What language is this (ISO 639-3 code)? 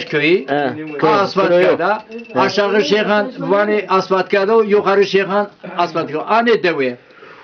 zza